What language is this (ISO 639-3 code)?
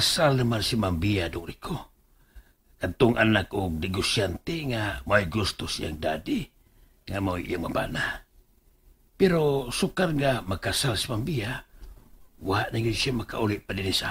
ceb